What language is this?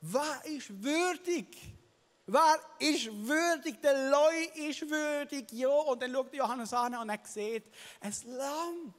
Swiss German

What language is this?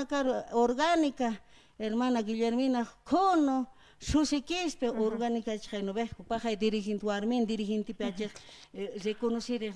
Aymara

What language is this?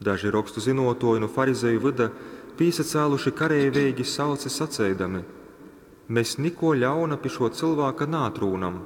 Latgalian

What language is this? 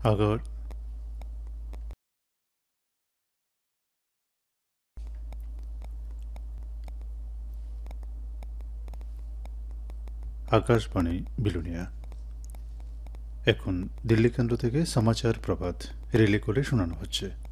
Bangla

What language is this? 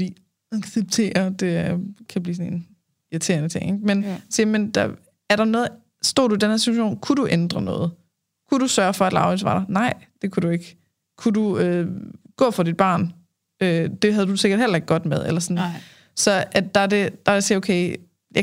Danish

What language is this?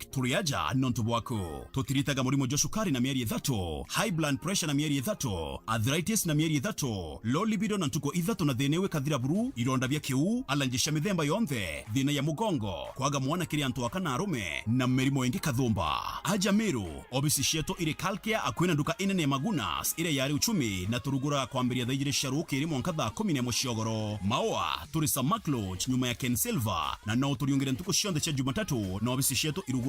Meru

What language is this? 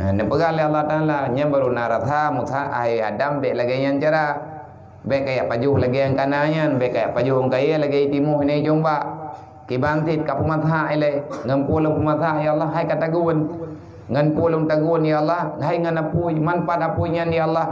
Achinese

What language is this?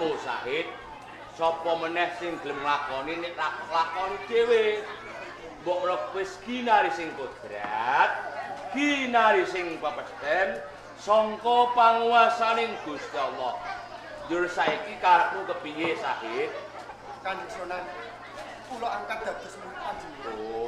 Javanese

